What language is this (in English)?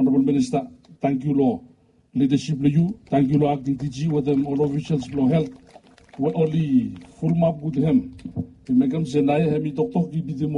Bislama